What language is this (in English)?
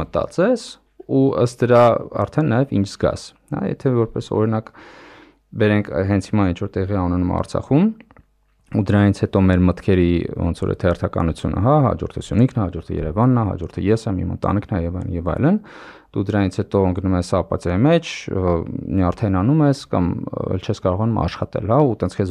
Armenian